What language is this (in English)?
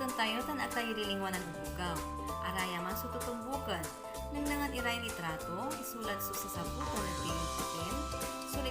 Pangasinan